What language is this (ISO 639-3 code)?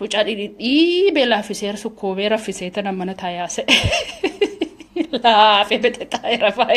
orm